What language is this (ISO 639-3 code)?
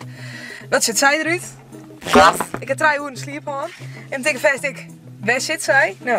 fry